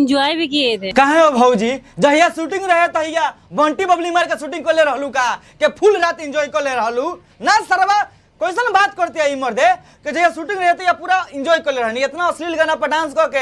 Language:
Bhojpuri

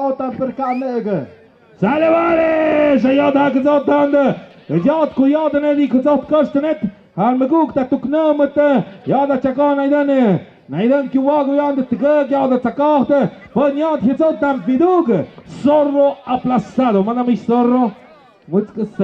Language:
Tlahuitoltepec Mixe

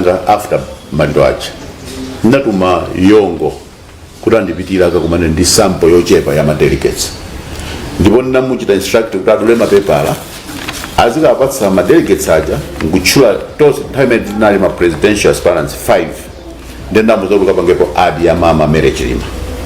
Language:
Nyanja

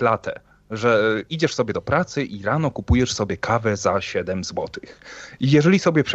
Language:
Polish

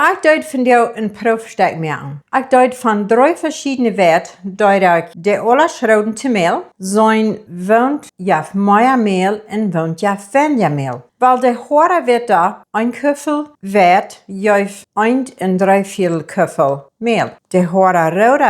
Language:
Plautdietsch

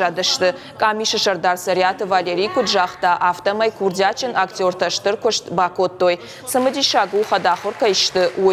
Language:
Ossetic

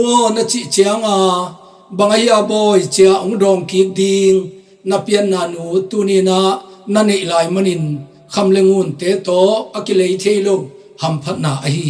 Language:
Tedim Chin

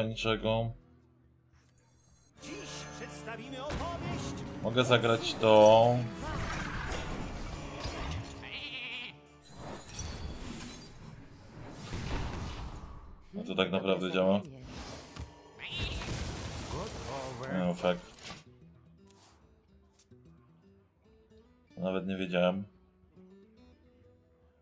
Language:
Polish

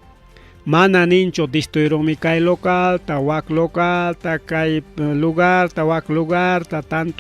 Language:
Ayacucho Quechua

